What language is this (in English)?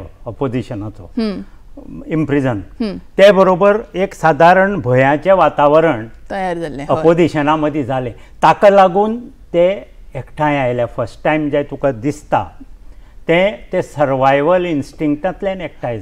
Konkani